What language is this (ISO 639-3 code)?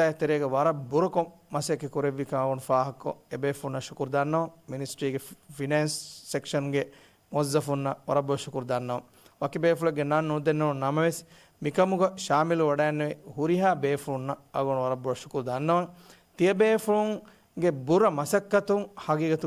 div